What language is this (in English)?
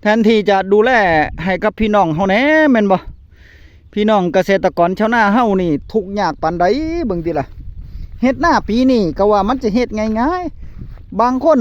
Northeastern Thai